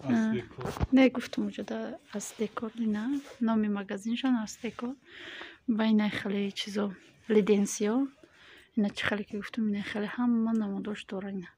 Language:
Tajik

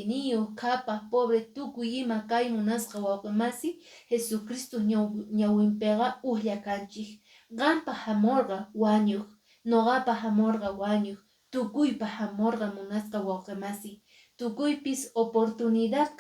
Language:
Quechua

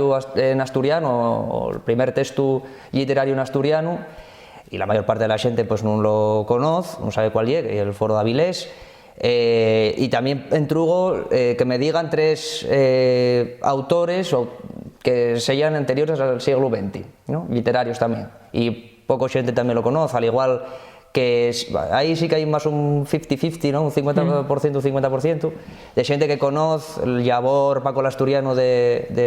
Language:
Asturian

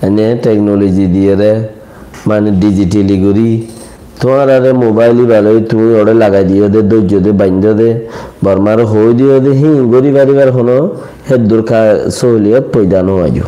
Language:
Rohingya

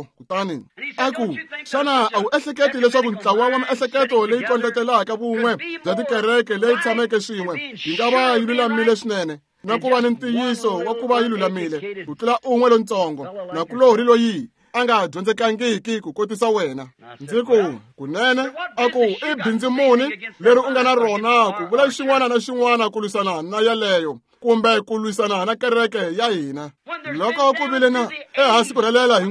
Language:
Tsonga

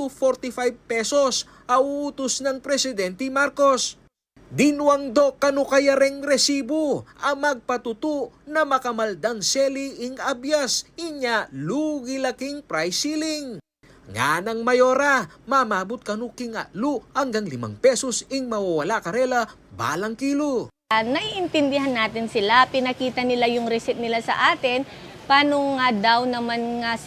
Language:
Pampanga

